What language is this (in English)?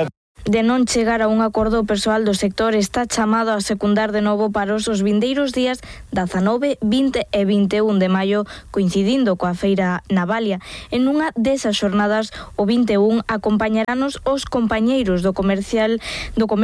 Galician